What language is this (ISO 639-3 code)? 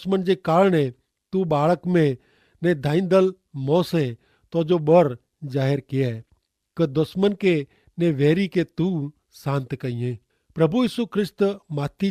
kfr